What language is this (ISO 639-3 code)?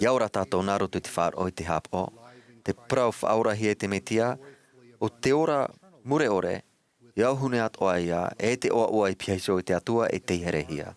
tah